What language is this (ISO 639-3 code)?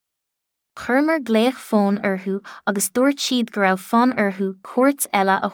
gle